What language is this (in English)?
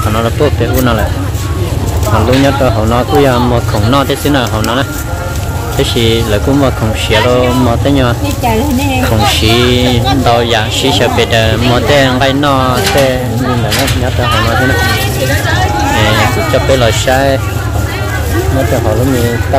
Vietnamese